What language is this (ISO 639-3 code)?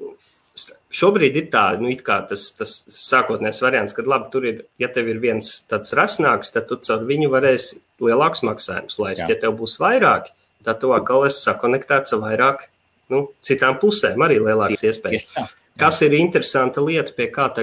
lav